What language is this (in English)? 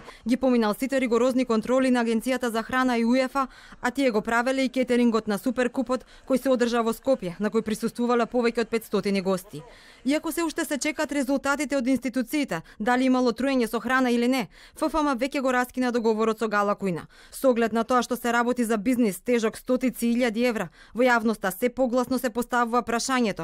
Macedonian